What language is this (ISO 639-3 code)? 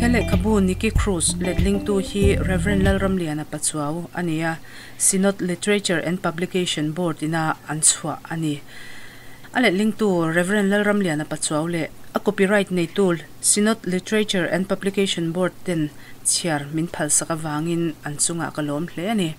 lus